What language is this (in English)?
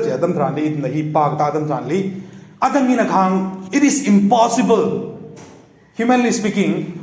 Tangkhul Naga (India)